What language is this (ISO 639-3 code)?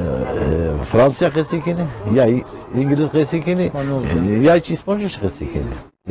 zza